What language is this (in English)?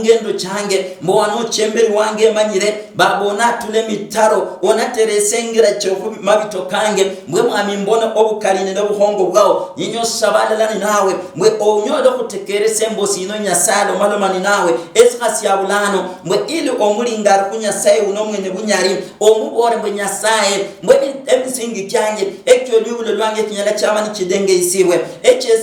Luyia